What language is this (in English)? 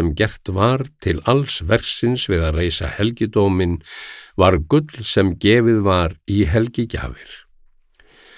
Icelandic